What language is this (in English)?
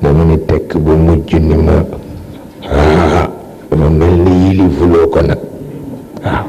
Wolof